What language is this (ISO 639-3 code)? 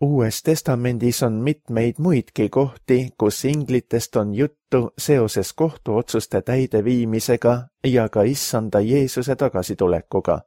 est